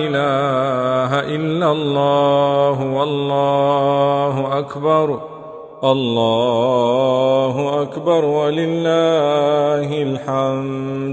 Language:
Arabic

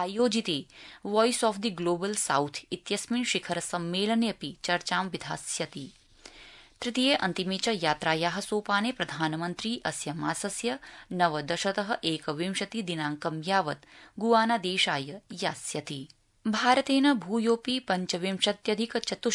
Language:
Sanskrit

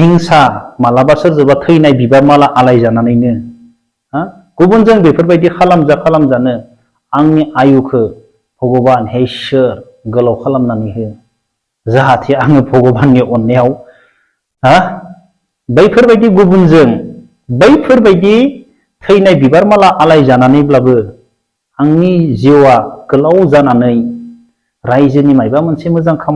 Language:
Bodo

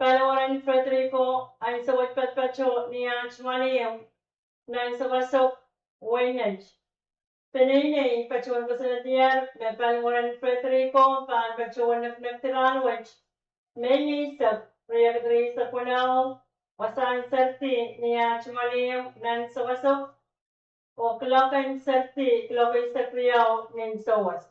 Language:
Pohnpeian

